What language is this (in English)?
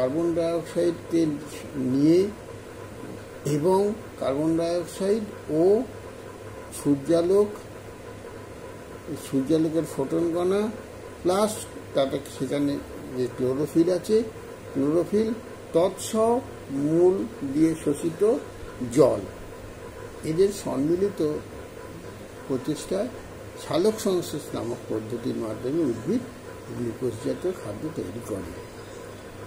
Bangla